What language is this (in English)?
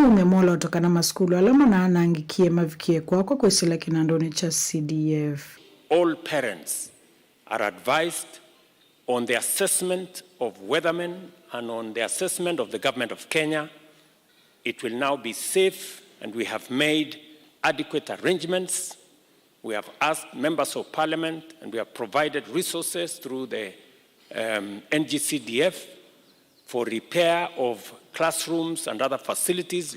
Kamba